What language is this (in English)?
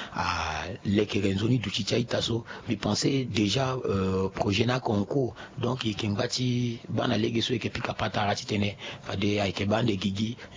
Sango